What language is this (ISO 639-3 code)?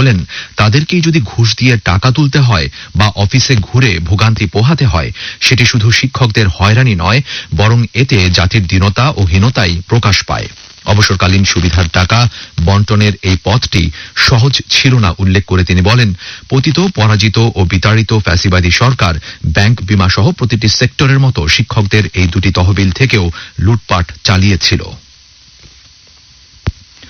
ben